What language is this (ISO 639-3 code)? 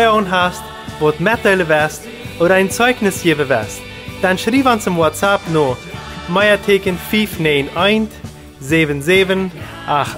pdt